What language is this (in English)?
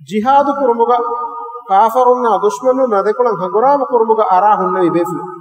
Divehi